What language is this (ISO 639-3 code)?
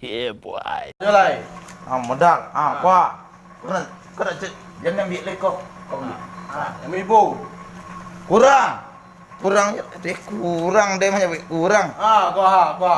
min